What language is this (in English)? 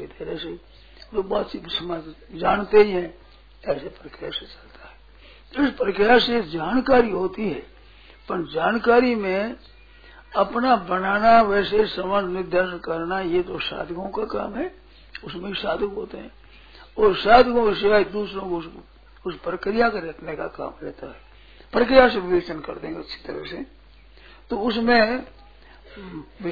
Hindi